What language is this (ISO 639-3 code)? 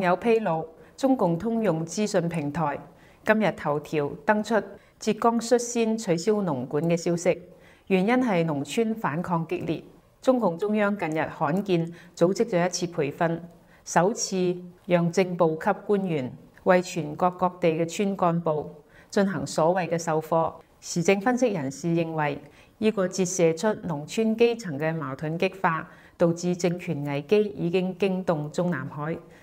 yue